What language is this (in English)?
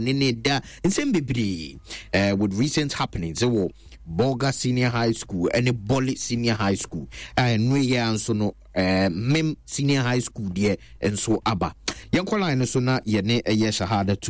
Akan